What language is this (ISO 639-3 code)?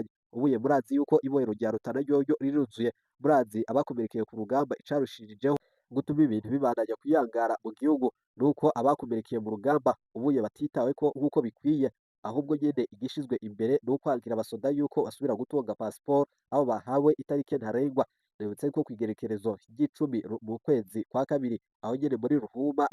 run